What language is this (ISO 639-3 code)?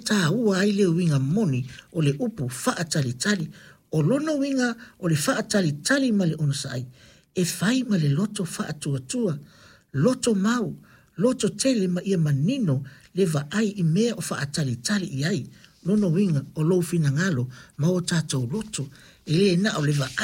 smo